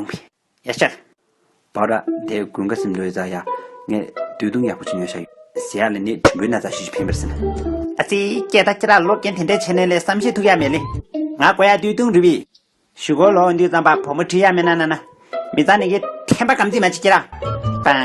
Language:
Tibetan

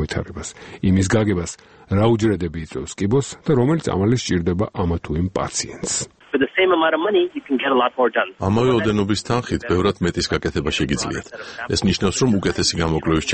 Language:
Georgian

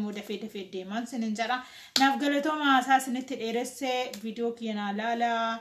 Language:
Oromo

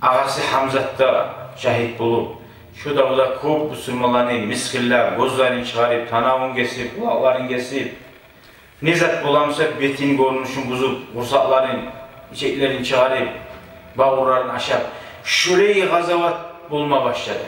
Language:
Kumyk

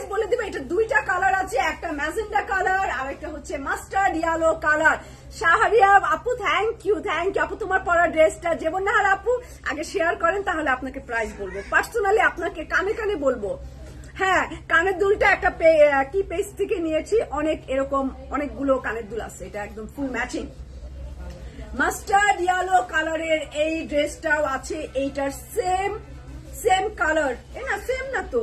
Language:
Bangla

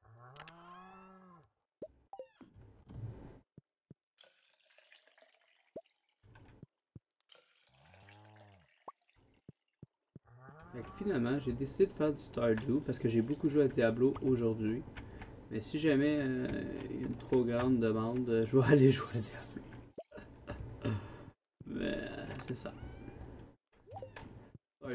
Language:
French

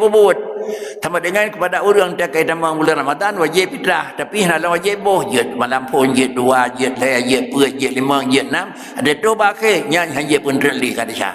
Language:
Achinese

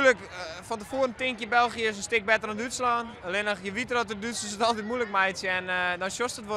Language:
Western Frisian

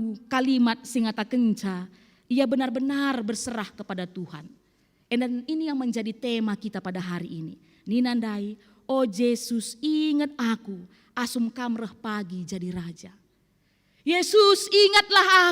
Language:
Batak Karo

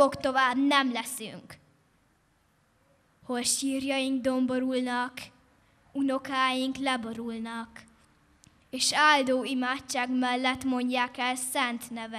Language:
Hungarian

